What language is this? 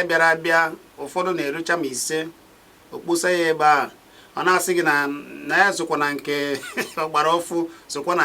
Igbo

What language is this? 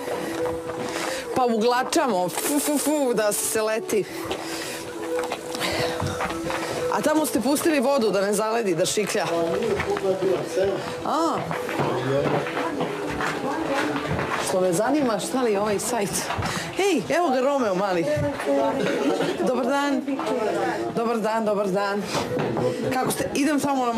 Serbian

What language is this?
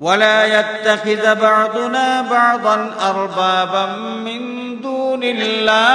Sylheti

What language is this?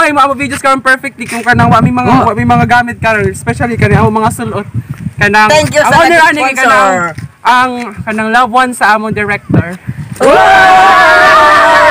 Cebuano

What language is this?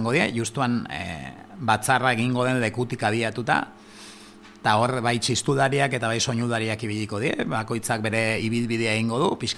Basque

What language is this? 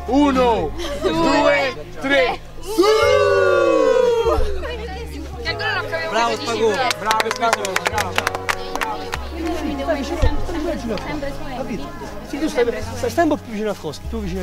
Italian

